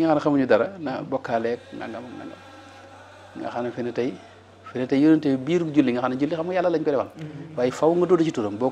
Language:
Wolof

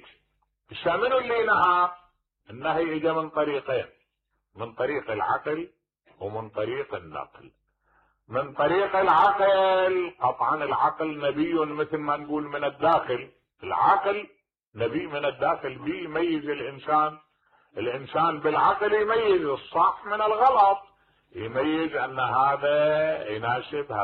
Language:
Mesopotamian Arabic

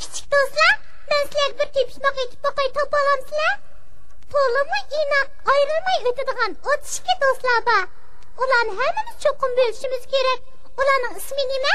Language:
Uyghur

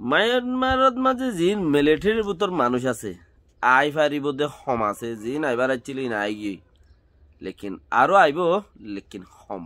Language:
Rohingya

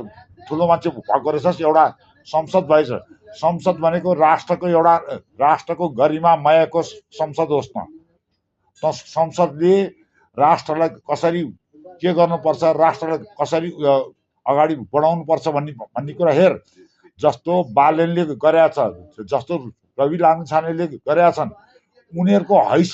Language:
Nepali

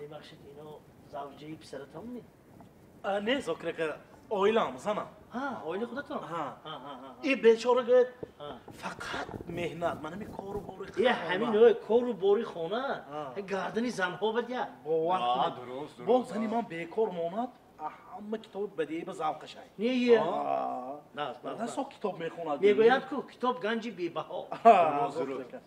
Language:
Tajik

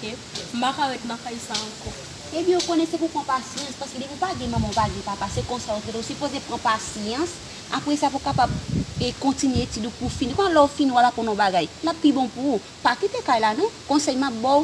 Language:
Haitian Creole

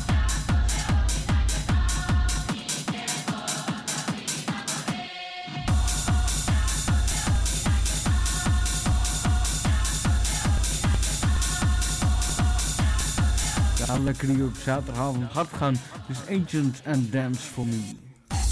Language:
Dutch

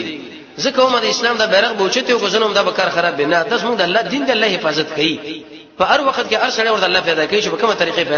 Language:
Pashto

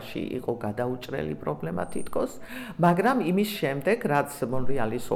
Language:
Georgian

